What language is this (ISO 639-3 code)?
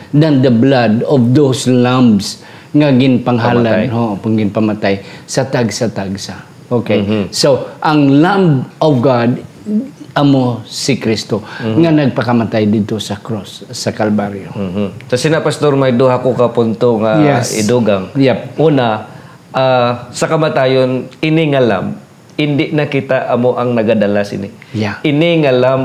hil